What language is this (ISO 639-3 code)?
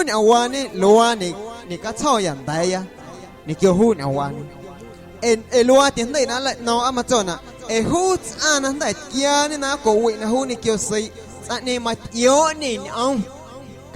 amu